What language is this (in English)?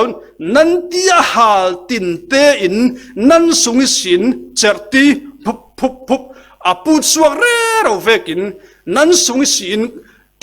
Falam Chin